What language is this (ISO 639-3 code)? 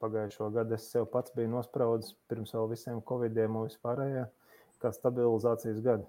lav